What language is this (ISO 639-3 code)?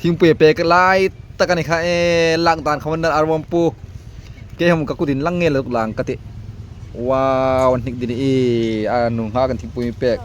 hmr